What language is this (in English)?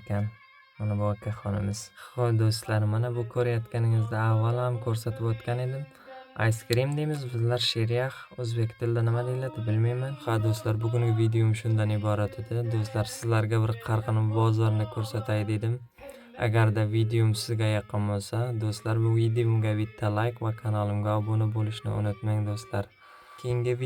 Uzbek